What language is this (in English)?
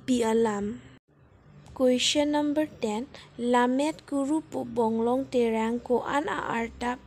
Karbi